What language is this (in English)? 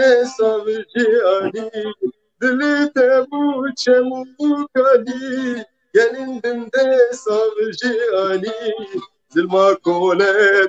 Kurdish